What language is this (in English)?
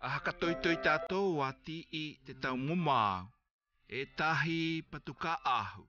South Marquesan